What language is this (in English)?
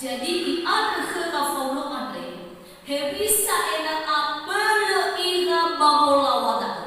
Nias